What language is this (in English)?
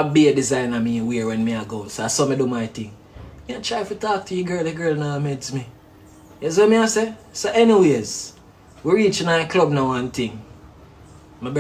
Jamaican Creole English